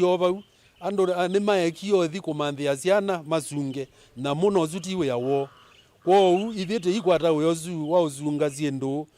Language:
Kamba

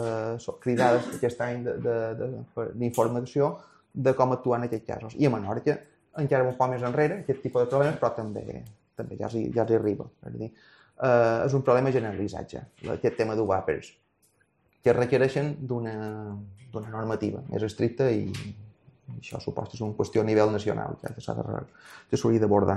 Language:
Catalan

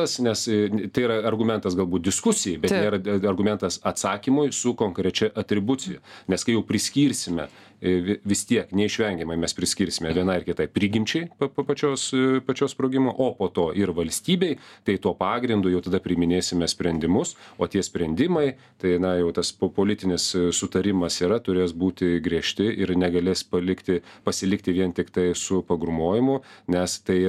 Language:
Lithuanian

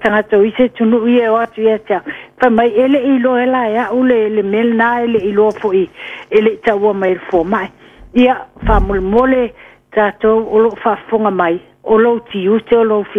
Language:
Samoan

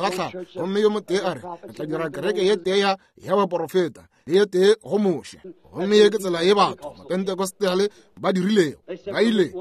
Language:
Northern Sotho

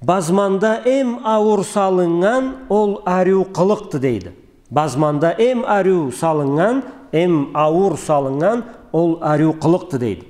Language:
Karachay-Balkar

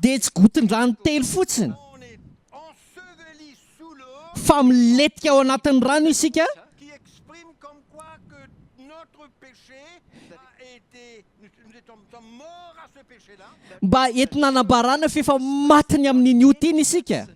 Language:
Malagasy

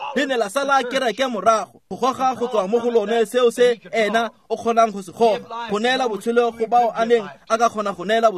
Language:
Tswana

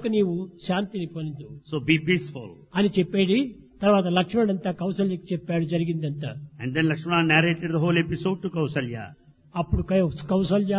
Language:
Telugu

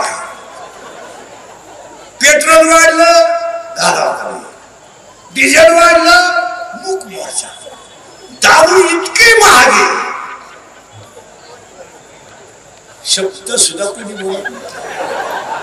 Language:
Marathi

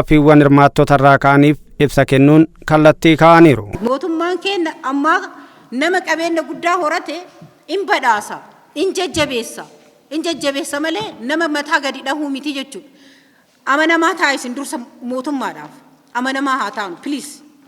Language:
Oromo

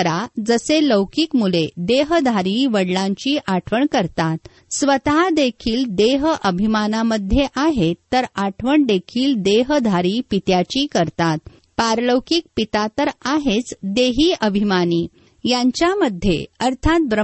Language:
Marathi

